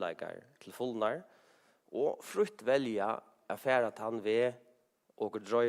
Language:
Faroese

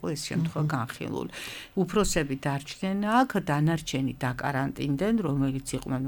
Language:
Georgian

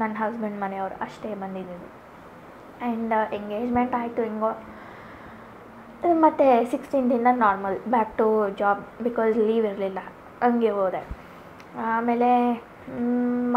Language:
Kannada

